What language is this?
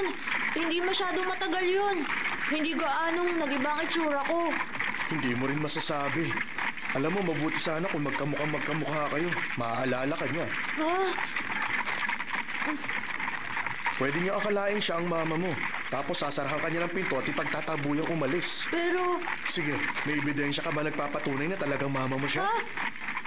Filipino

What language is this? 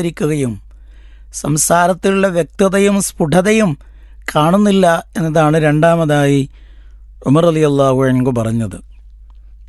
Malayalam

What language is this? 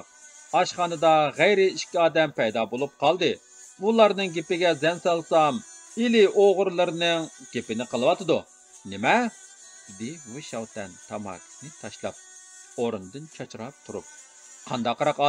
Uyghur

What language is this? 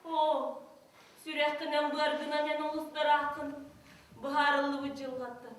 Yakut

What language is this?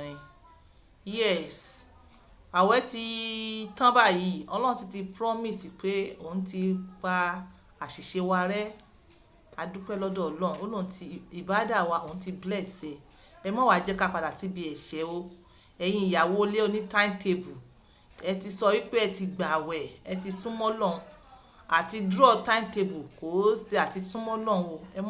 Yoruba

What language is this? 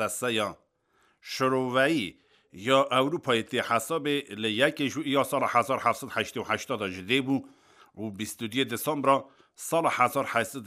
Kurdish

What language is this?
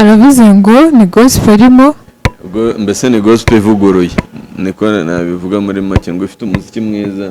Kinyarwanda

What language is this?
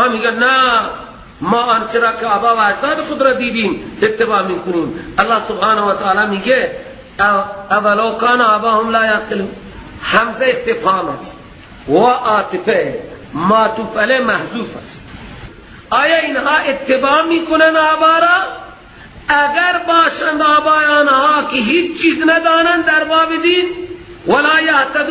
Persian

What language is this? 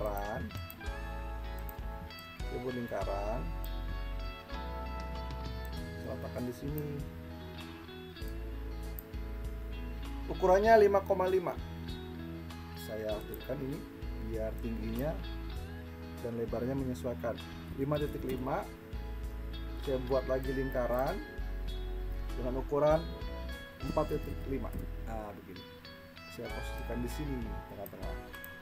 Indonesian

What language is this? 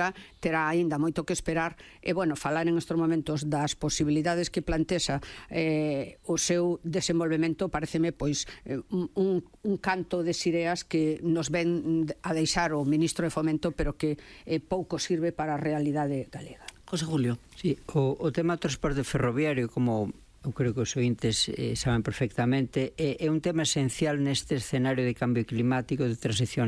Galician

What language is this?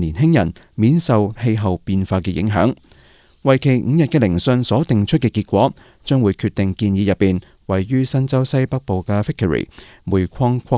Cantonese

